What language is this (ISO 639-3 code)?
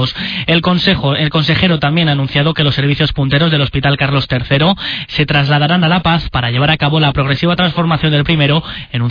spa